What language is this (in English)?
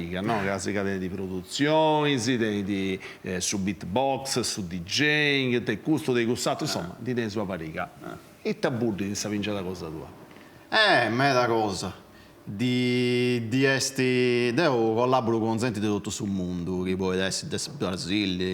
Sardinian